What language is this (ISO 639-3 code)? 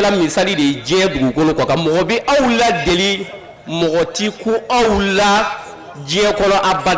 bam